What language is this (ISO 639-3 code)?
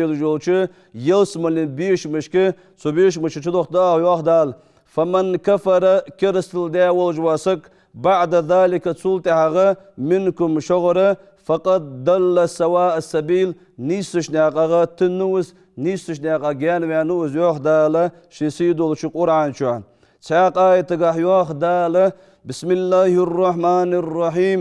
inh